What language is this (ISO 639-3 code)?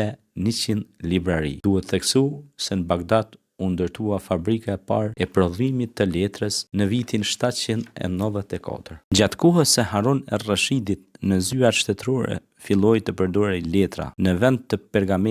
sqi